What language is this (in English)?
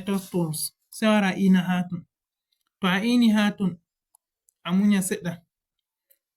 Fula